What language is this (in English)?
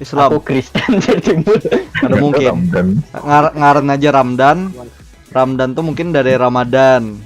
Banjar